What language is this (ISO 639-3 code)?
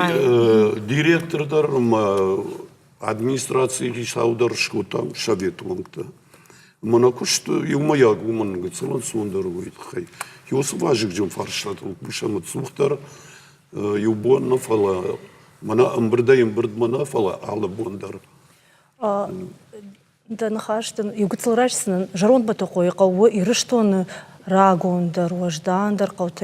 oss